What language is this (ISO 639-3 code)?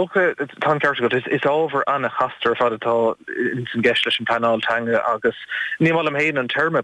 gle